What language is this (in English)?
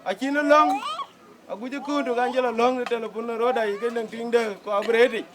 Dinka